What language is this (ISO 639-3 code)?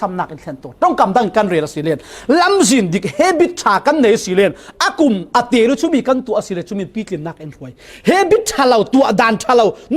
cfm